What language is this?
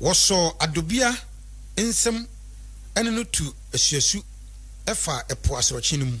Akan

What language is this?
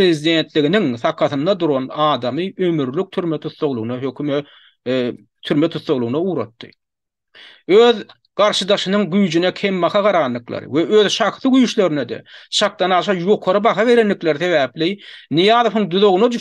Turkmen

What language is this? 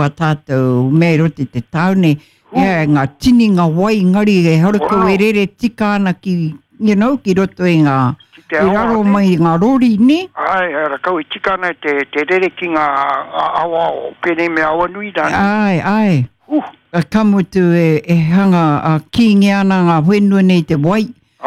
Māori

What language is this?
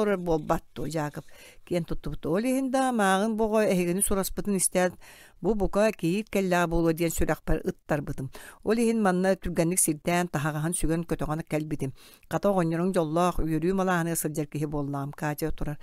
Yakut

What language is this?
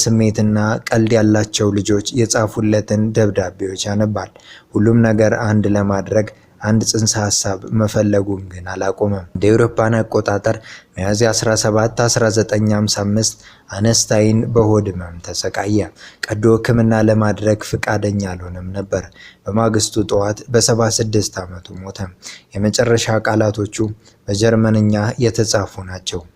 Amharic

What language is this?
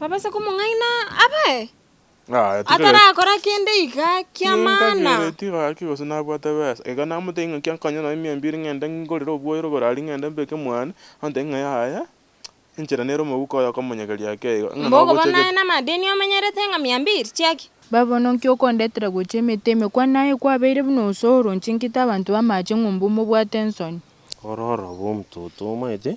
Gusii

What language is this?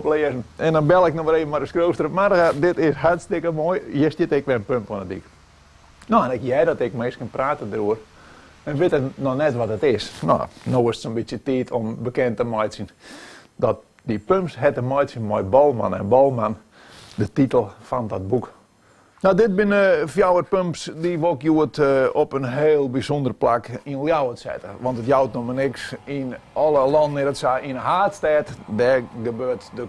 Western Frisian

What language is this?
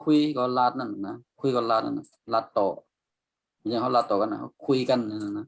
Shan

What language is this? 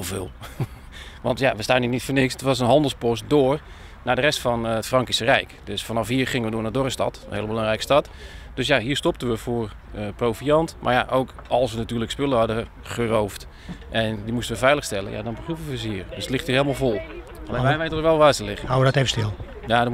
Dutch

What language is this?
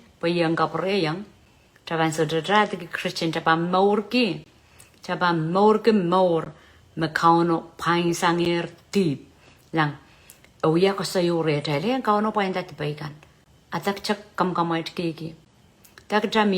Pohnpeian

